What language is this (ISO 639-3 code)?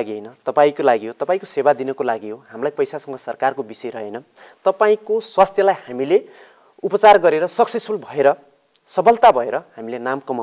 nep